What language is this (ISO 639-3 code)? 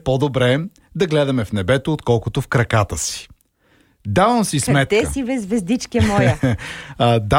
bul